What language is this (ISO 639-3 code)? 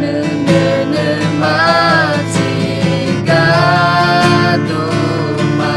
ahk